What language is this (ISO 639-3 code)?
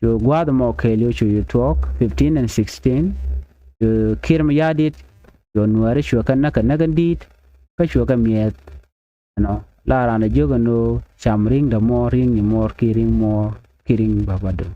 nus